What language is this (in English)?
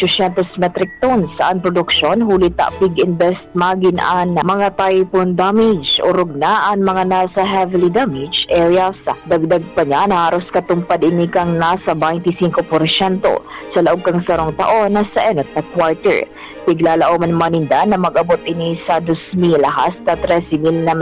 Bikol